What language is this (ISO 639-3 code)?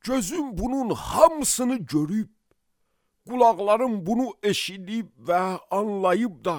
aze